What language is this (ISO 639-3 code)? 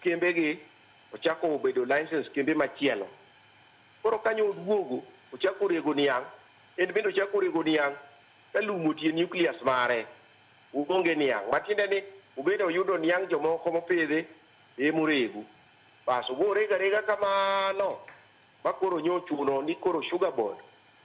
luo